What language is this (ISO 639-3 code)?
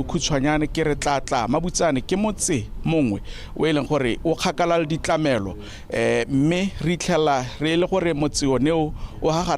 tsn